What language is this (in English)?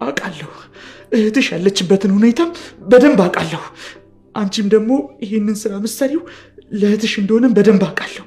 Amharic